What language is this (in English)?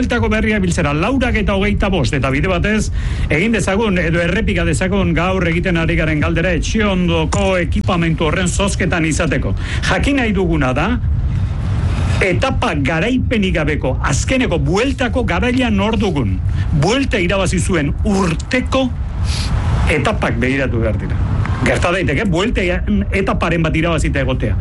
Basque